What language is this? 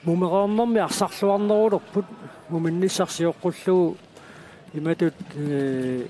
Kalaallisut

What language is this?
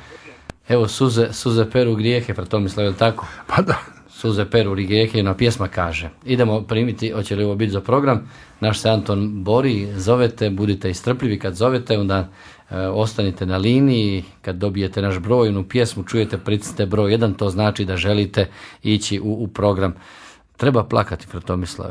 Croatian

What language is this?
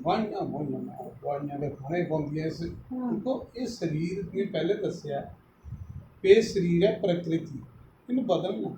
Dogri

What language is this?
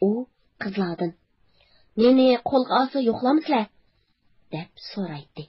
Uyghur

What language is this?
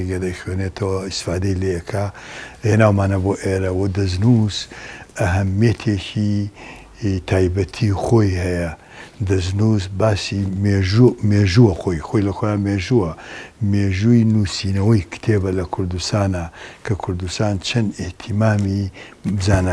Central Kurdish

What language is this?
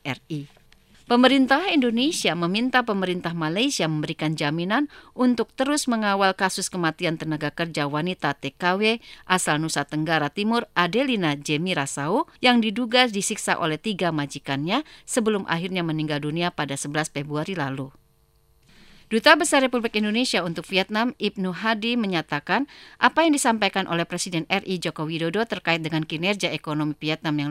Indonesian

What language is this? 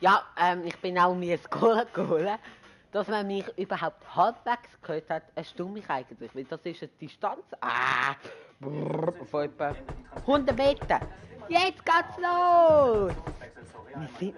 Swiss German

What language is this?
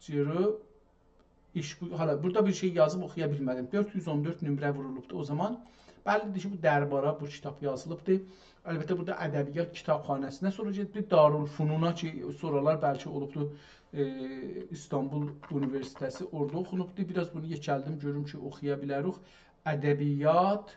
South Azerbaijani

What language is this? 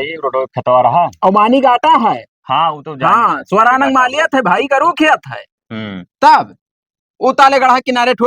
Awadhi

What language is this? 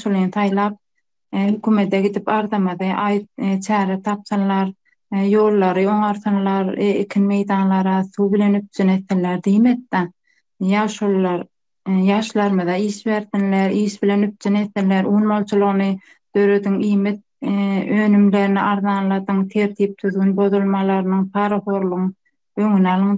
Turkmen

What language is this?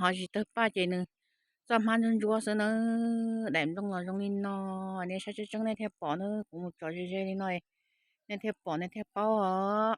Hmong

